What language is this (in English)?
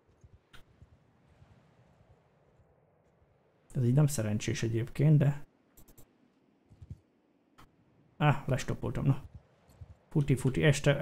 Hungarian